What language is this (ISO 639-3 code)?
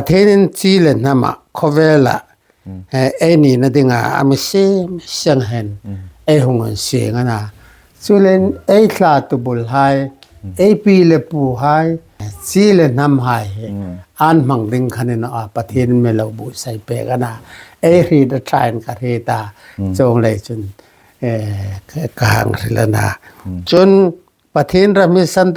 hmr